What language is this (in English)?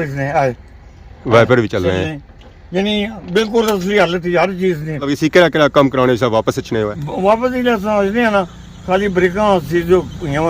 Pahari-Potwari